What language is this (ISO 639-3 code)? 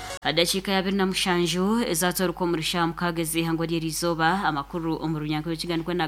nyn